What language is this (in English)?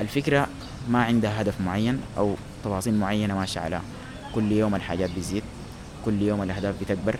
Sudanese Arabic